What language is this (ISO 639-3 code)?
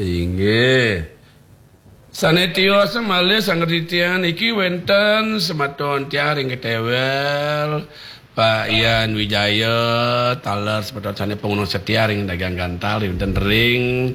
ban